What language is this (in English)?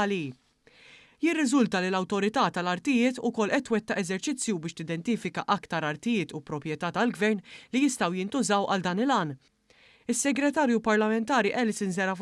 Maltese